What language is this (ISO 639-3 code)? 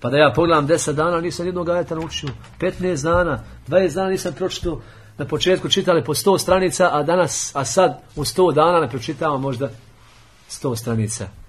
bos